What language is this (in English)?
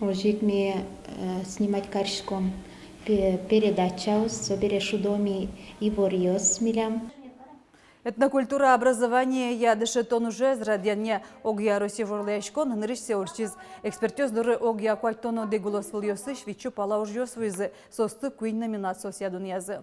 Udmurt